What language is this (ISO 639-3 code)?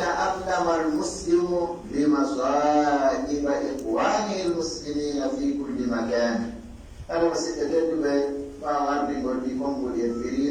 fuf